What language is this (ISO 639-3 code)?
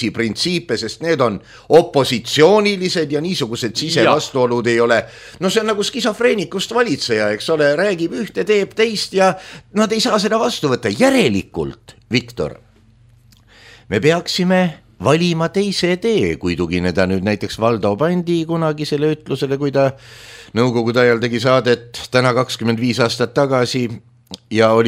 est